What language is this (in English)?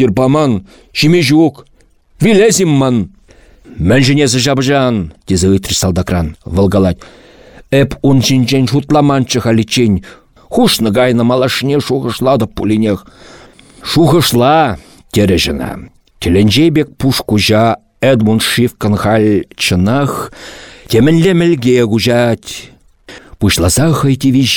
Chuvash